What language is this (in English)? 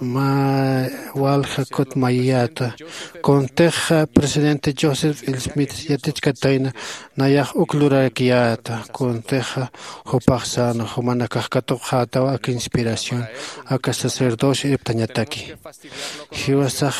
Aymara